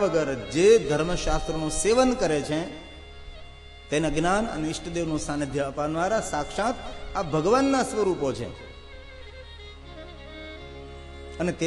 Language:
Gujarati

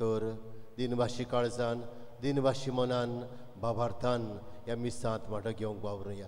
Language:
Konkani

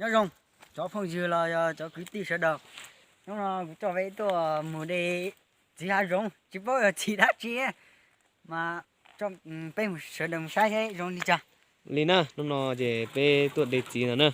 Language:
Hmong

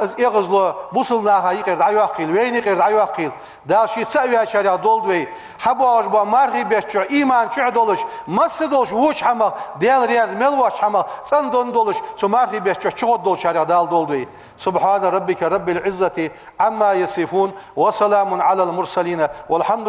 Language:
Ingush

